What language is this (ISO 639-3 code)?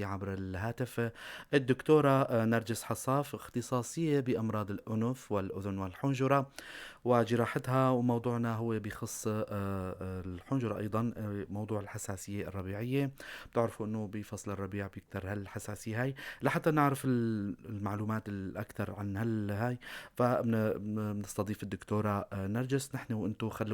apc